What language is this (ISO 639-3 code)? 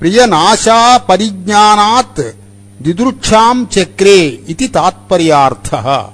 san